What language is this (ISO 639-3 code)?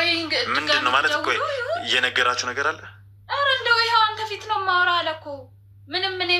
amh